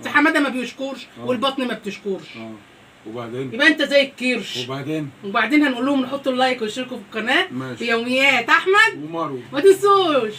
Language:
Egyptian Arabic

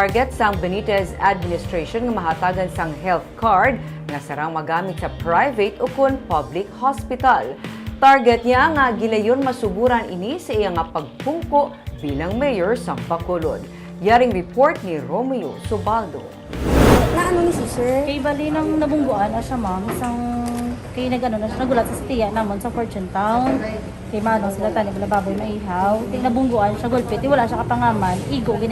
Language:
Hiligaynon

